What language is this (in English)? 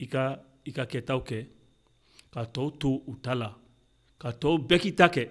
Bambara